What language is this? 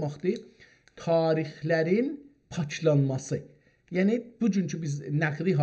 South Azerbaijani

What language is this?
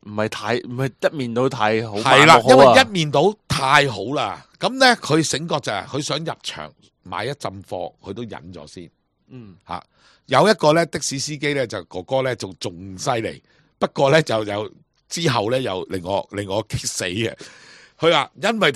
Cantonese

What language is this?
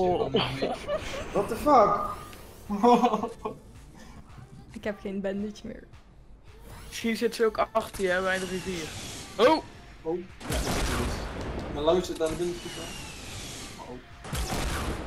Dutch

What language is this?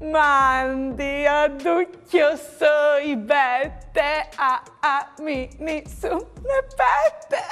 Friulian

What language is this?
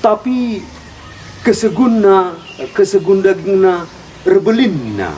Batak Karo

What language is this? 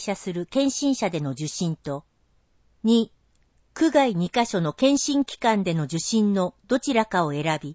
Japanese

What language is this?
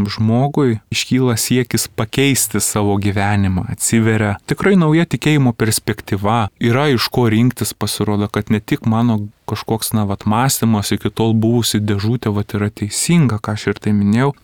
Lithuanian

